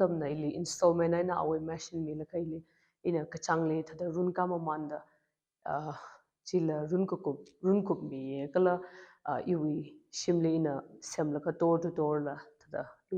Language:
Tangkhul Naga (India)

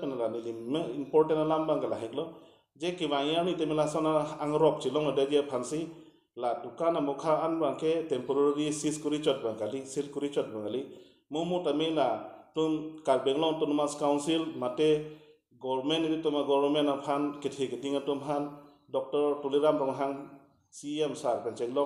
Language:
Karbi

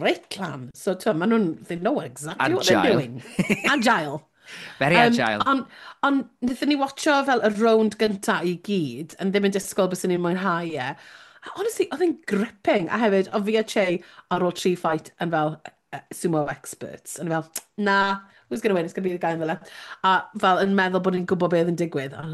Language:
Welsh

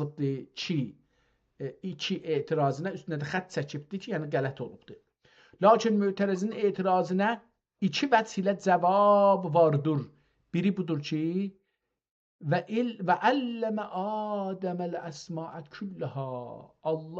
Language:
South Azerbaijani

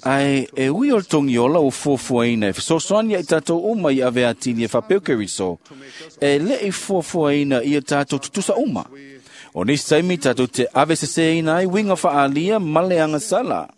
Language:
Samoan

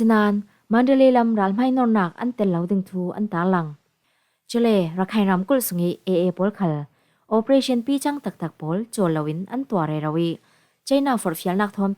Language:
Falam Chin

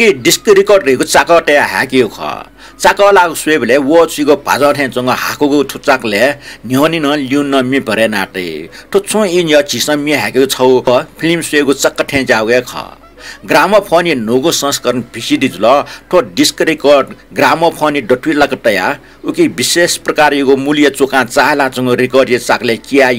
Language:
Newari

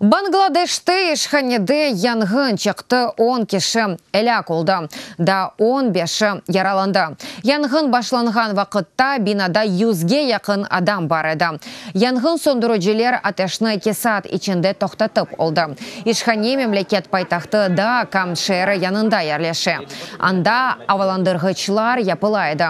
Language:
Crimean Tatar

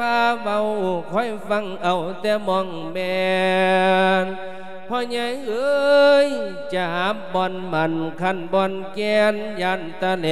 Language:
Lao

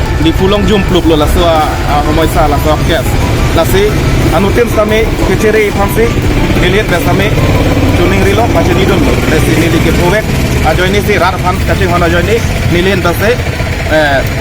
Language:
Karbi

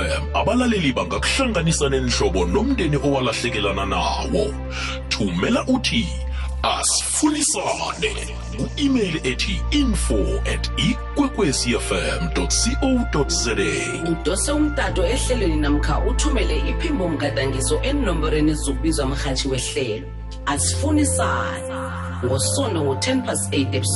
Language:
South Ndebele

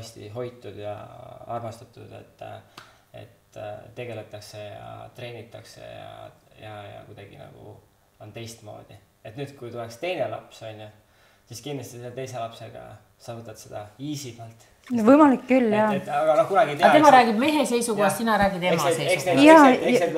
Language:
Estonian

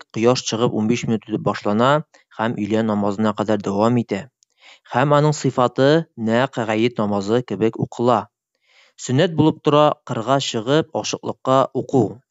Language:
Tatar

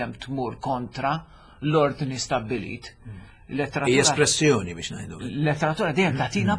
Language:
Maltese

